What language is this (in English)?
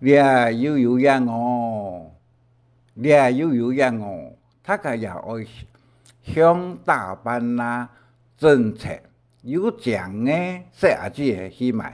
Hakka Chinese